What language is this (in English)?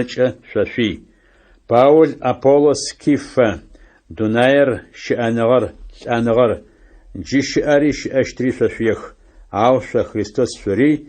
Adyghe